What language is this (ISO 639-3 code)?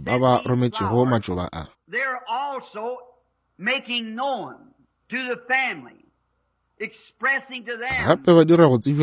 nso